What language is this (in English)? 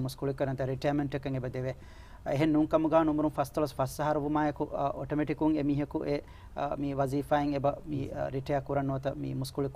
Divehi